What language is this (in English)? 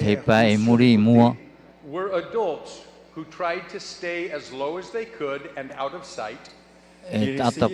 Tahitian